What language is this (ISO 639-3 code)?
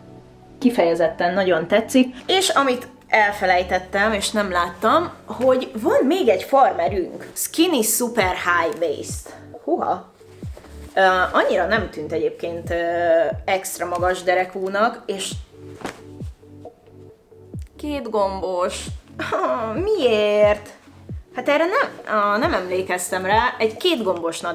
hun